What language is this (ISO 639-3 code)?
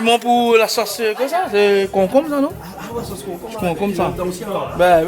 rcf